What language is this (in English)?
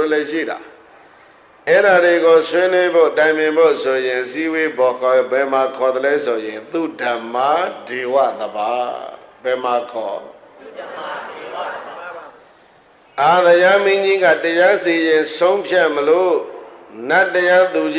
Burmese